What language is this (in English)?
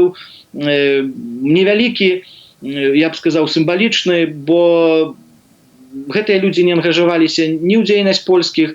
Belarusian